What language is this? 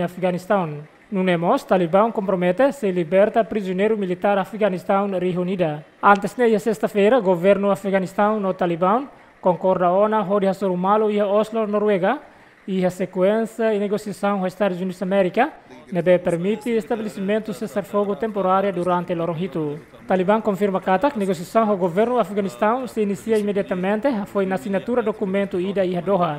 Tetum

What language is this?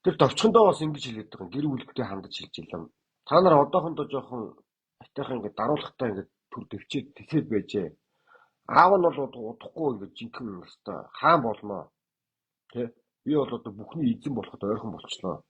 Mongolian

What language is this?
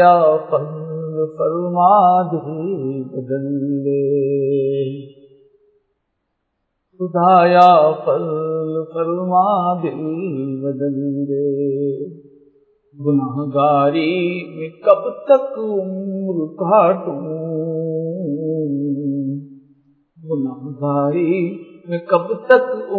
Urdu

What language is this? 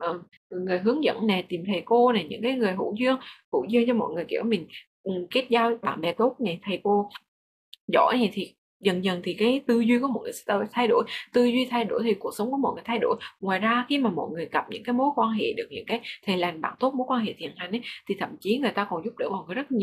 Vietnamese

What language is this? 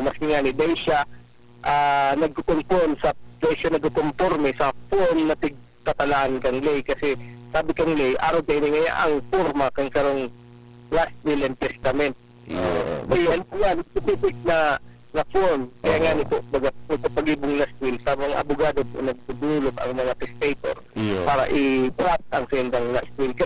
Bikol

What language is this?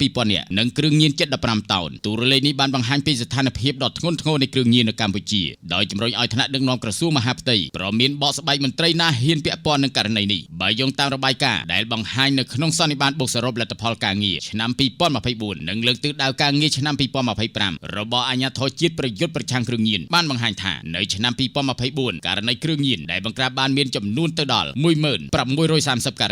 Khmer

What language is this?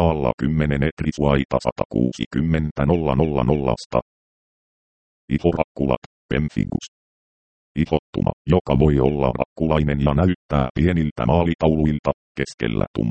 Finnish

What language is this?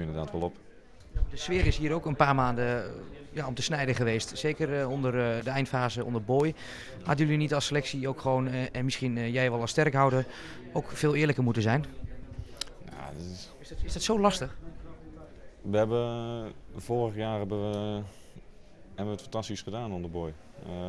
Dutch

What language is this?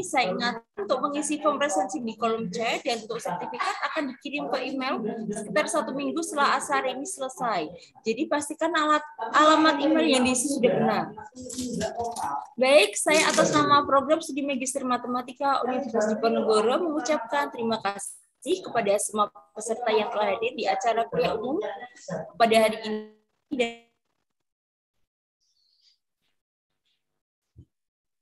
Indonesian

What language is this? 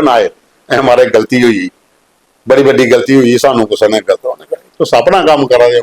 Dogri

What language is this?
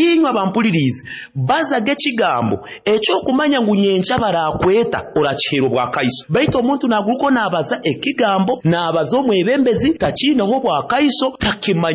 Nyoro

